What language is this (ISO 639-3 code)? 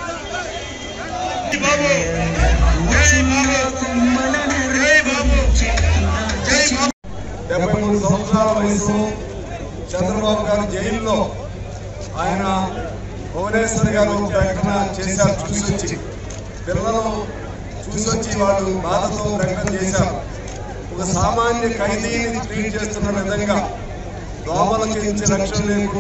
tel